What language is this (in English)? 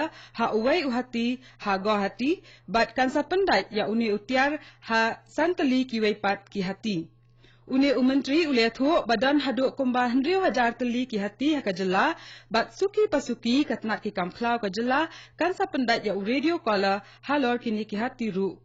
Khasi